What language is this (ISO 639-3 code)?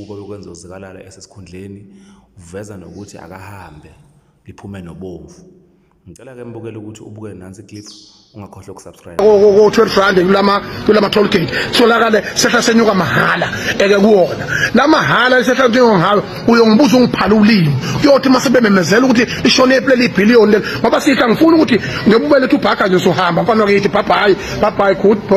zul